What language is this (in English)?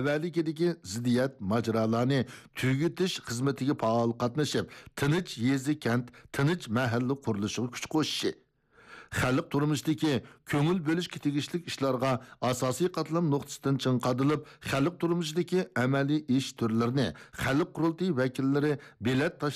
Uyghur